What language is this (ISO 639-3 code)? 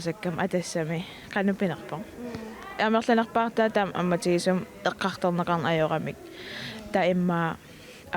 kal